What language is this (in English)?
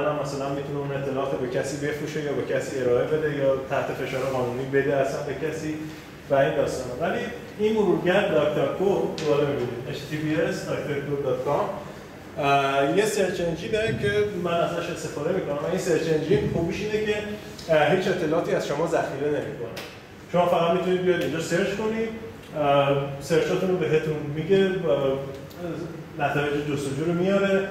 Persian